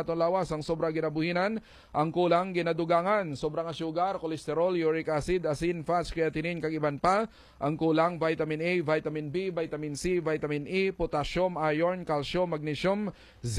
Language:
Hiligaynon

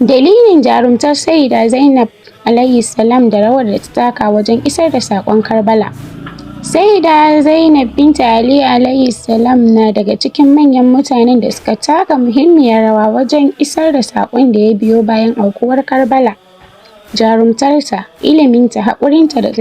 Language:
Hausa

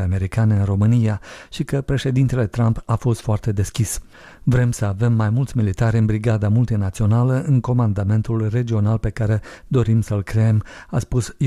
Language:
Romanian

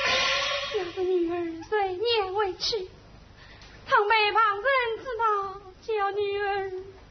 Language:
Wu Chinese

